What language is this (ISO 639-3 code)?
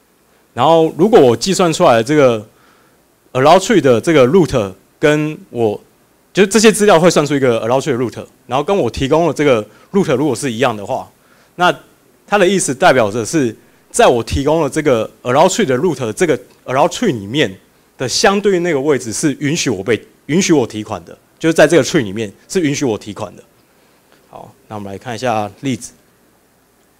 zho